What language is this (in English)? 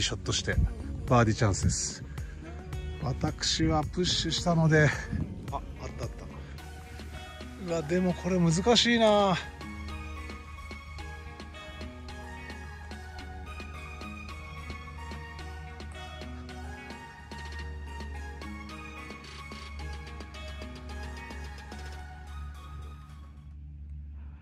Japanese